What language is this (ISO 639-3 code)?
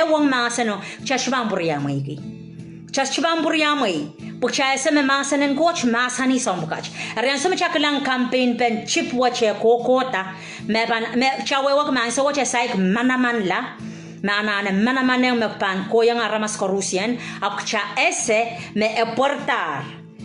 pon